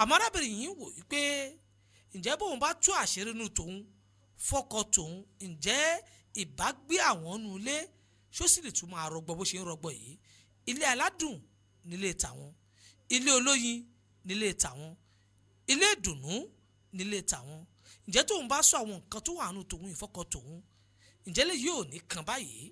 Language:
Yoruba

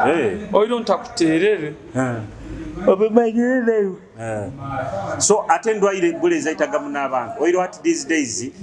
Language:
Nyoro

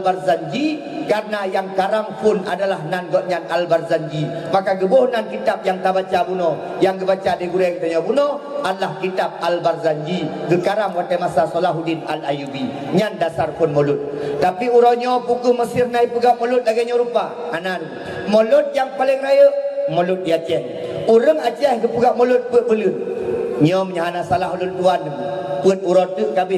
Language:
Achinese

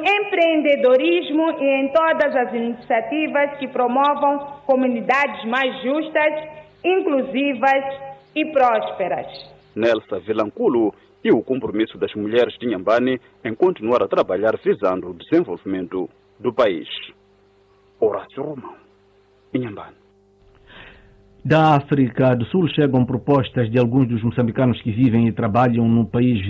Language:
Portuguese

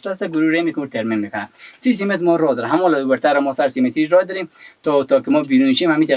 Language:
Persian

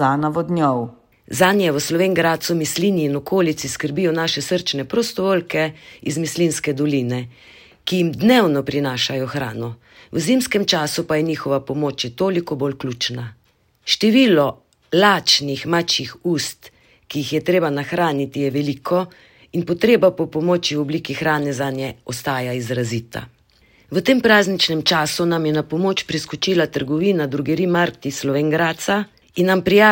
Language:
Slovenian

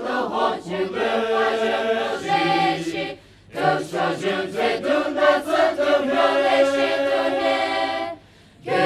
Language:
Poumei Naga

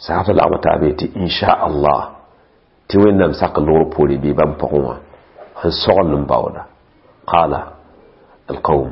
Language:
Mossi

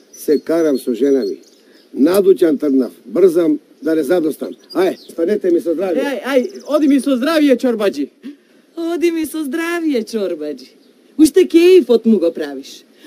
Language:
Macedonian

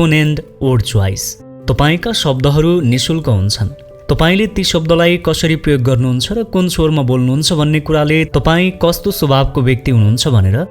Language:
Nepali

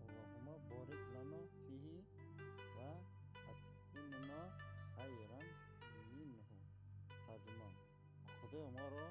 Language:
Tajik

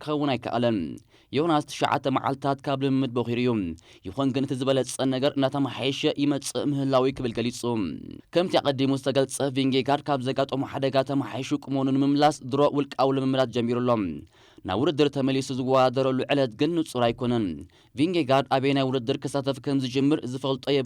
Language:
Tigrinya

